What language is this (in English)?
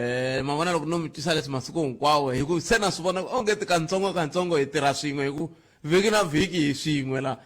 Tsonga